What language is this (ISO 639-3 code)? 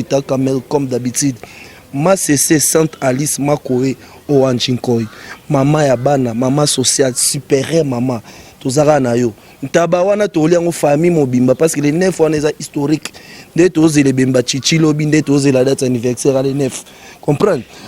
lin